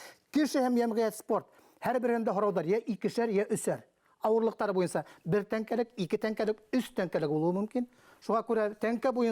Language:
Bashkir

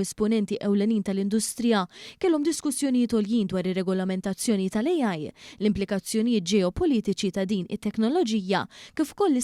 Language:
Maltese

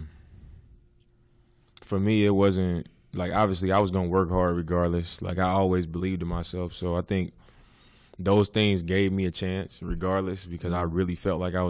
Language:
English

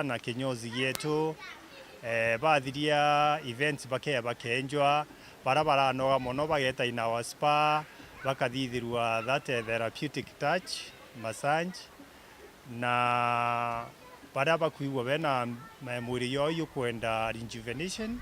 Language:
Meru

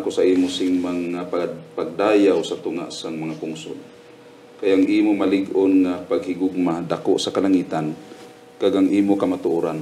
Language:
Hiligaynon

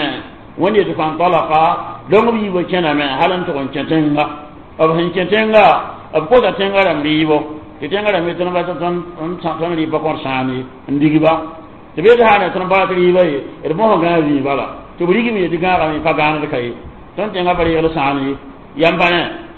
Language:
Mossi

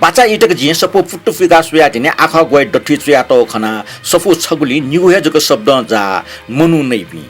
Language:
Newari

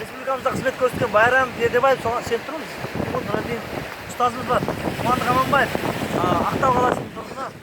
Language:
Kara-Kalpak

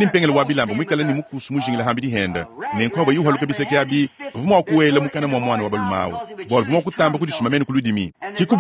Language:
Luba-Lulua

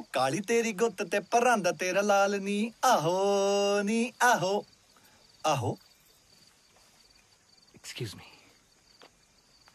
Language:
Punjabi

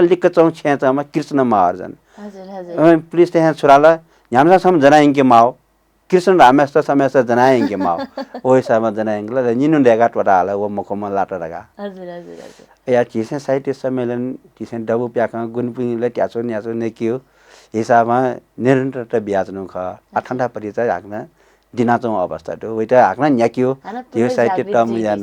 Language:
Newari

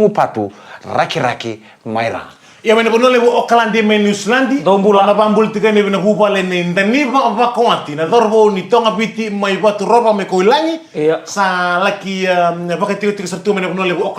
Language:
Fijian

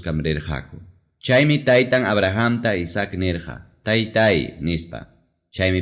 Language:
Ayacucho Quechua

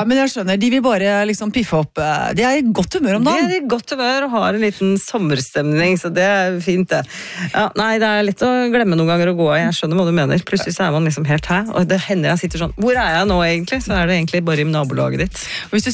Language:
Norwegian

